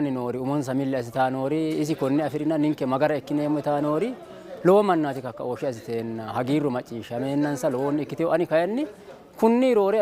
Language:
Sidamo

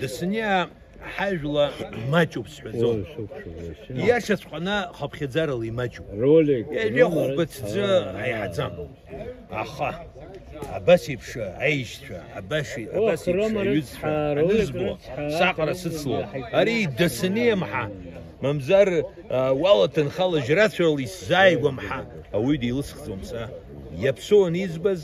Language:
Abkhazian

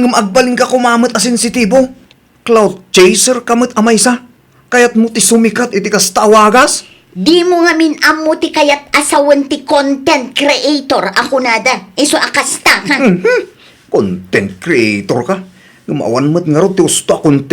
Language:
Iloko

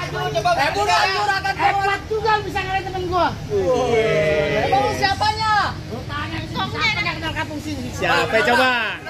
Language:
Betawi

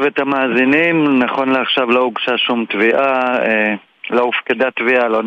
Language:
Hebrew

